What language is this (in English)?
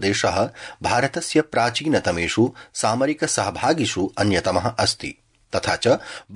Sanskrit